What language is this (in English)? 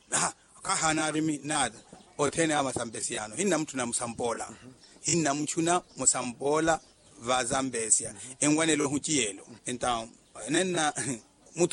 Makhuwa